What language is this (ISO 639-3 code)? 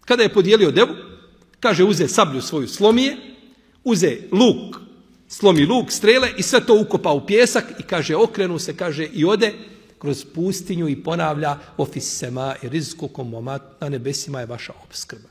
bos